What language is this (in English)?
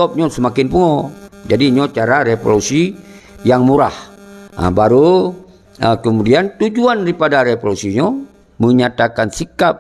Achinese